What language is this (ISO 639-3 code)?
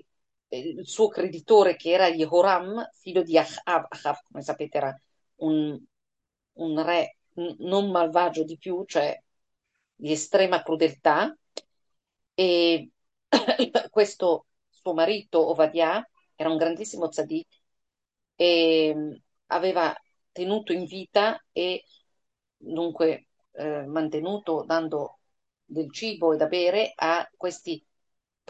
ita